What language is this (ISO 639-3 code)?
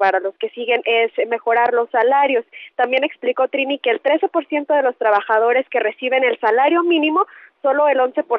spa